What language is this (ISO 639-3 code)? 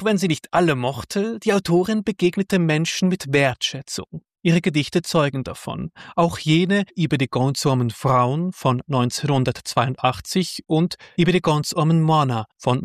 deu